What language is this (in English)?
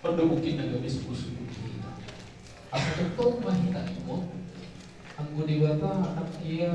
Batak Toba